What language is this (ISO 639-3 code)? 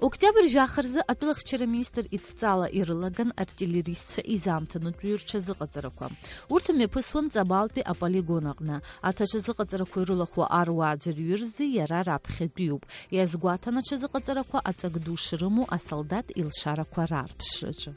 abk